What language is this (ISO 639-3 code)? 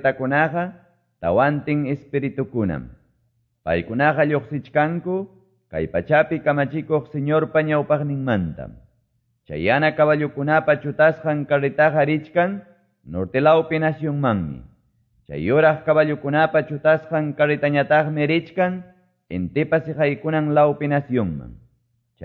que